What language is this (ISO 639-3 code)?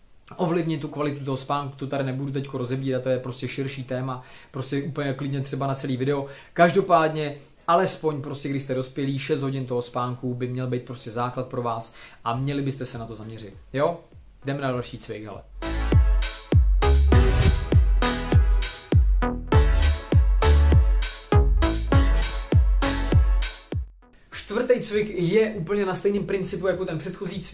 ces